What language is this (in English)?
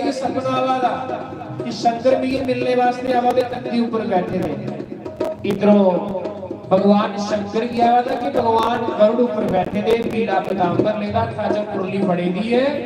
Dogri